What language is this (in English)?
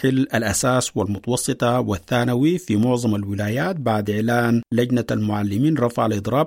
Sudanese Arabic